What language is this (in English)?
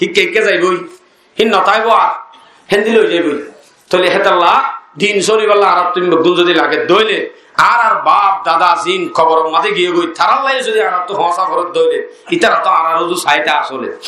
Rohingya